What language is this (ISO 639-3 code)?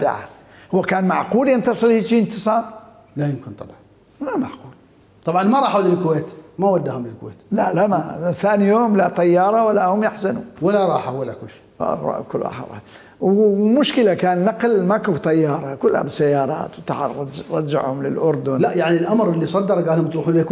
acm